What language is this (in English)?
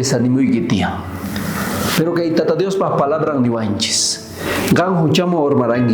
South Bolivian Quechua